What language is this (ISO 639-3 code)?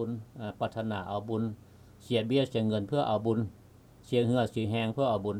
lao